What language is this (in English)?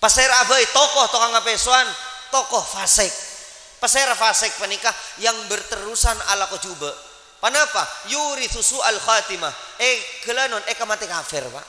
Madurese